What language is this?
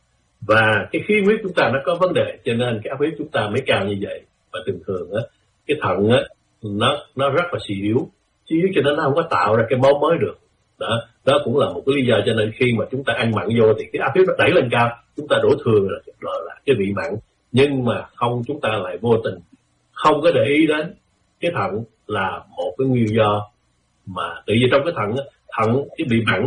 Vietnamese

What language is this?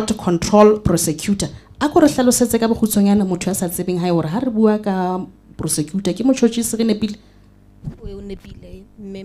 Southern Sotho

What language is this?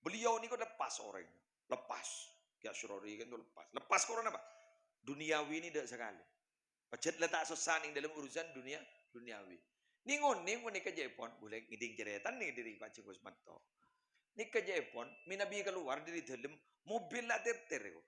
Madurese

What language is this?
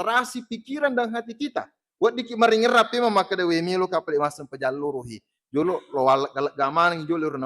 Buginese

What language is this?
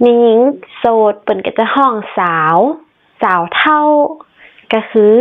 Northern Thai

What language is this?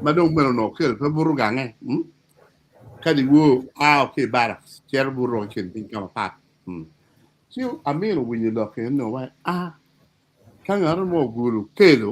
Acoli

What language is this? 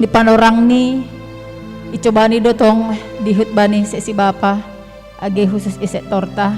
Batak Simalungun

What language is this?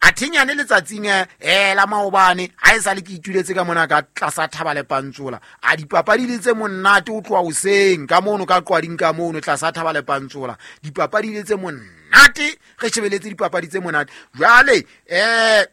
Southern Sotho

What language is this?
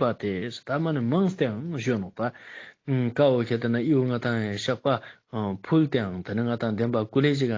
Ladakhi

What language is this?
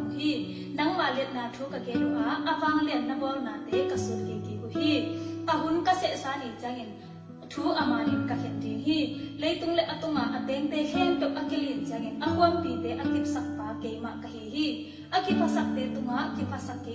Tedim Chin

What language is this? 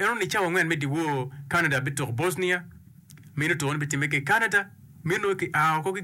Acoli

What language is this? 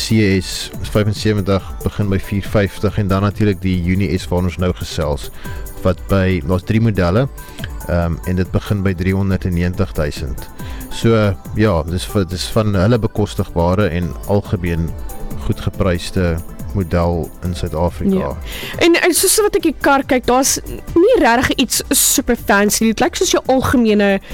Afrikaans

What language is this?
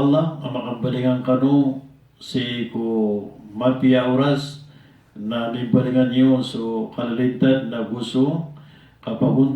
Maranao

